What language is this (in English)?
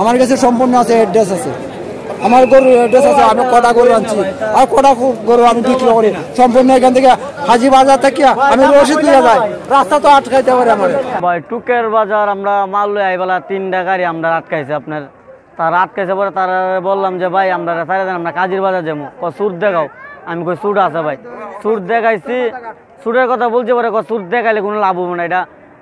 Sylheti